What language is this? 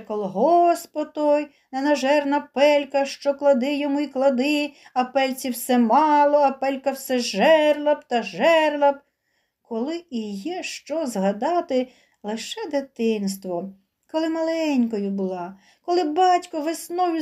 Ukrainian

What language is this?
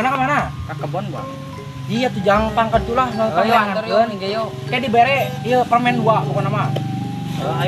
Sundanese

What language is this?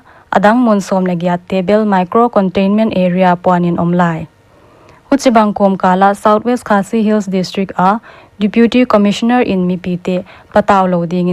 Paite Chin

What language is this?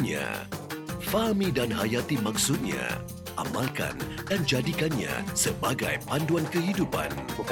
Malay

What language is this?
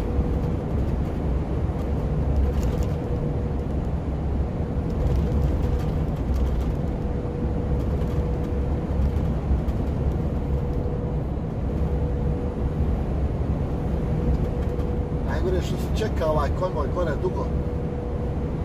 Croatian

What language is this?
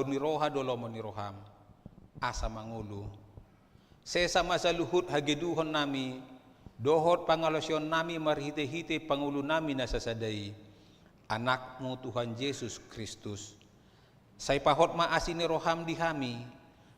Batak Toba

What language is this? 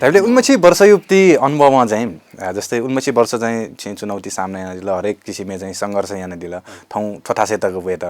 Newari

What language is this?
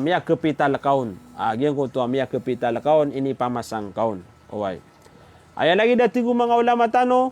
Maranao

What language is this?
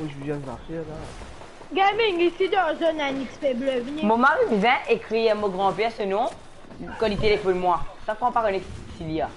Morisyen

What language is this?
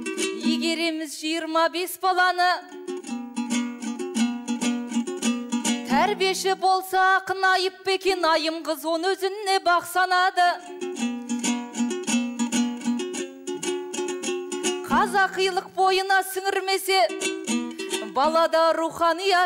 Kazakh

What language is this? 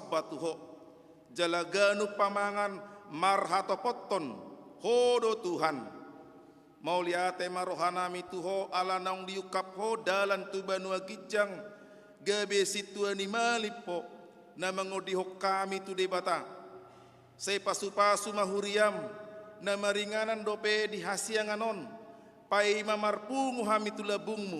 Batak Toba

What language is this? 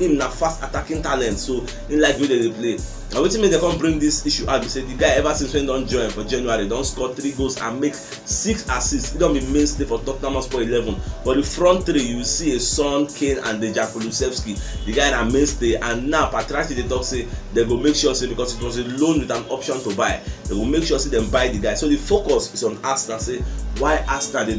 Nigerian Pidgin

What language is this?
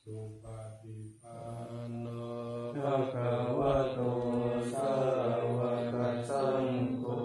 Pali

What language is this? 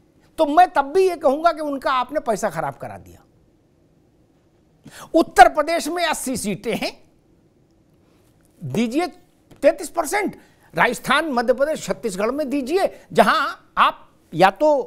Hindi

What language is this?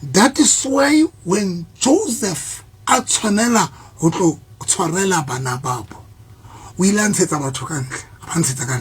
Southern Sotho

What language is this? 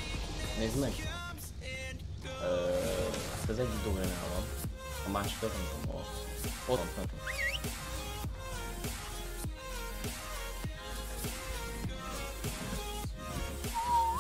Hungarian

